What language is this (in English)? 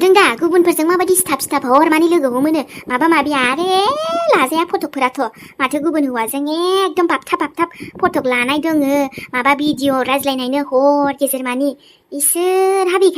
Bodo